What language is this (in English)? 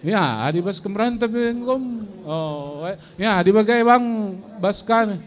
Batak Karo